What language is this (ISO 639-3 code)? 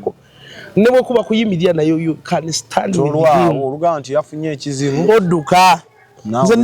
lug